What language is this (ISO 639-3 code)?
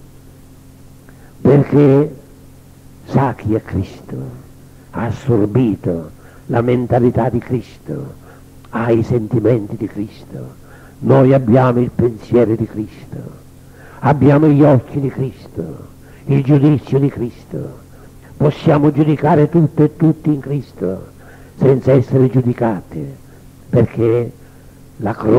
ita